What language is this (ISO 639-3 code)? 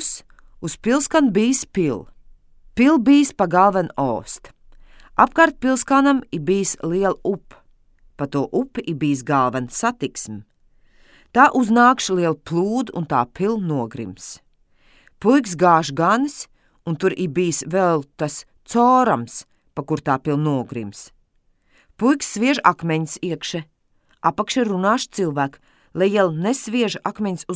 lav